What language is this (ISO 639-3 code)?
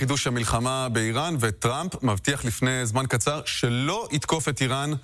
heb